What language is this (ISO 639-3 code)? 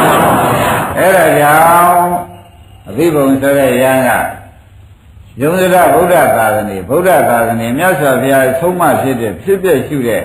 mya